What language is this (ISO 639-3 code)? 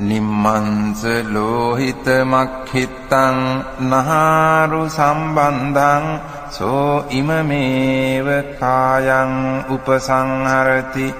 pli